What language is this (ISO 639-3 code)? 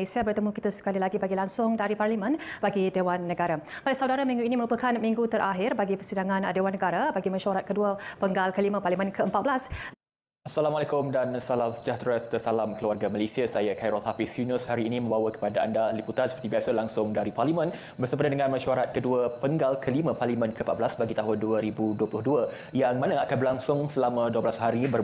msa